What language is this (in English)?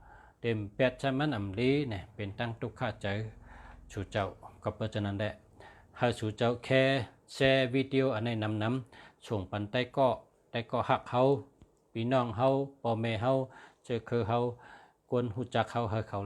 Shan